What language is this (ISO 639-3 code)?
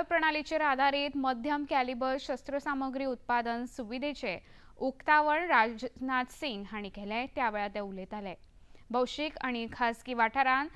kok